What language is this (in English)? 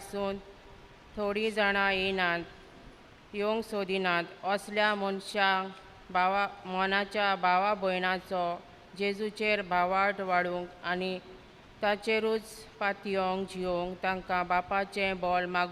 Konkani